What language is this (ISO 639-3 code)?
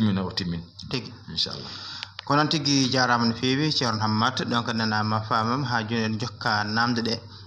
ful